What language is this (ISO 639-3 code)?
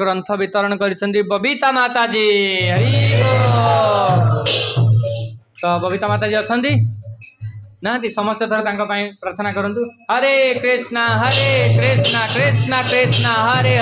ori